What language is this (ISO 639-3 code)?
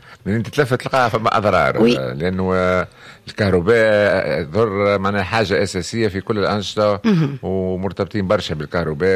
aeb